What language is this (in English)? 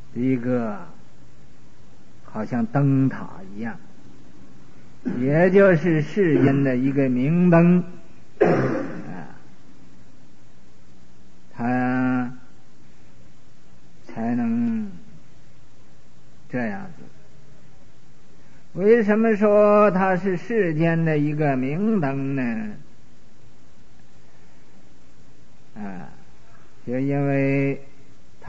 Chinese